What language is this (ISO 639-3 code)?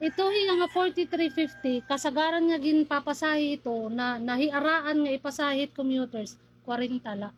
war